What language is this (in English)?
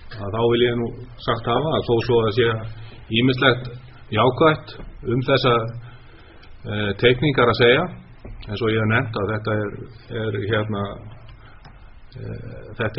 Icelandic